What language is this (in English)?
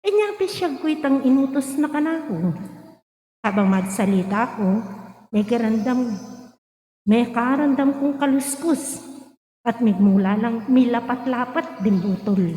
Pampanga